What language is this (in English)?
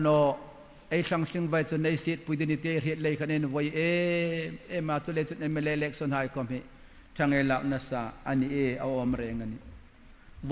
Hmar